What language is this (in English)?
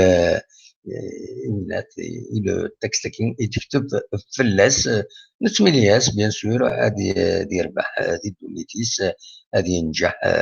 Kabyle